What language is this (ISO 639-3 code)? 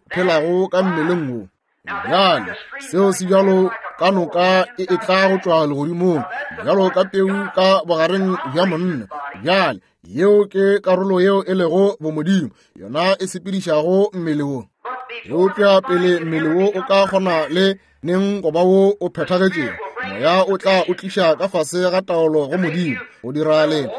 nso